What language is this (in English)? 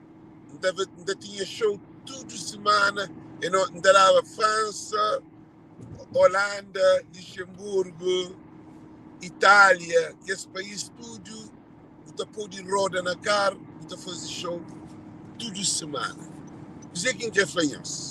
Kabuverdianu